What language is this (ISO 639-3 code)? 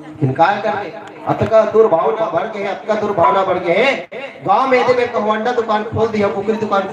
hne